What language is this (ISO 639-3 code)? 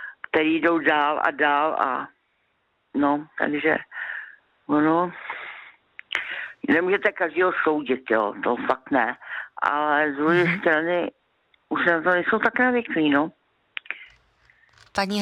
ces